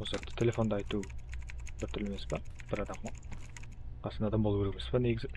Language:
Kara-Kalpak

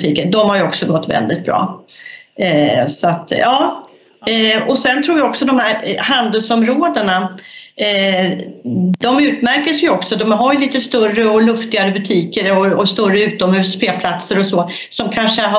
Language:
Swedish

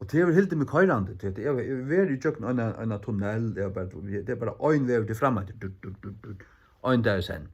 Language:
Faroese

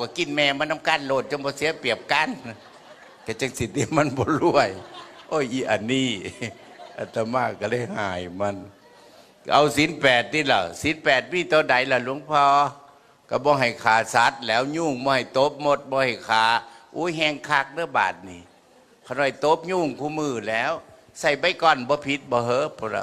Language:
Northeastern Thai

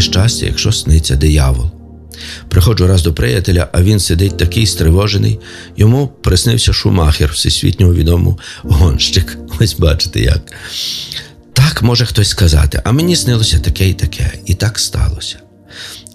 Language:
Ukrainian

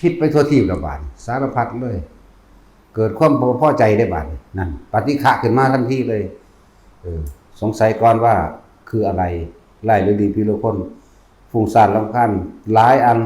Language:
Northeastern Thai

